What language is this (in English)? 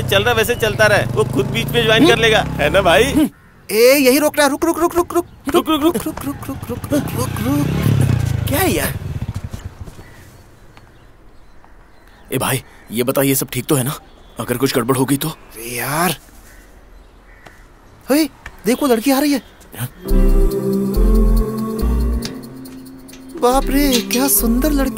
Hindi